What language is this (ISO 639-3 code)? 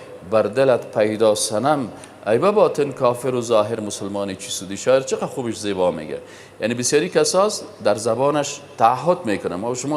fas